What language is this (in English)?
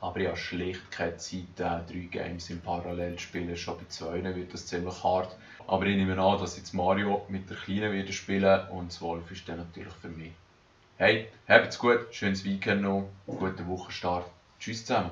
Swiss German